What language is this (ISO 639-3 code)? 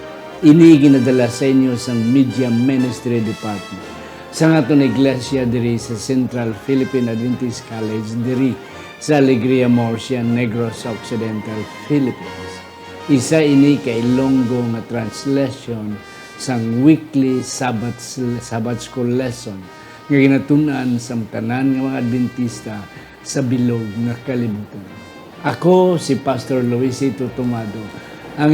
hil